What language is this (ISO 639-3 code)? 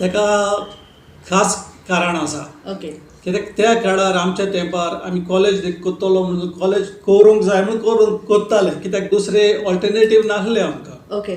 kok